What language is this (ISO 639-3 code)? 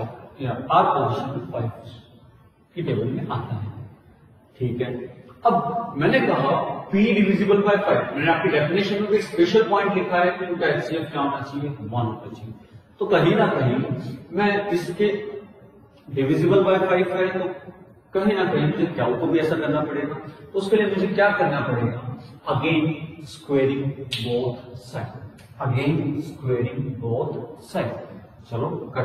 hin